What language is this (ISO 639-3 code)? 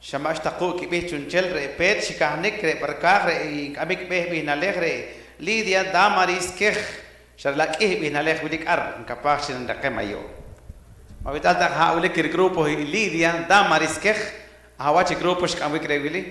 poh